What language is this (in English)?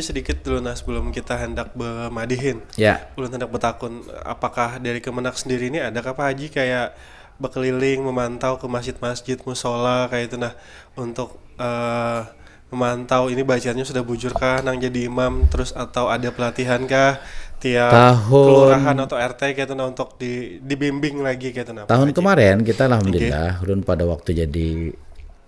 Banjar